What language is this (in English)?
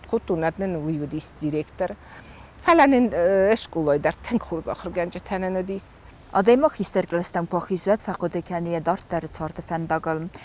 Ossetic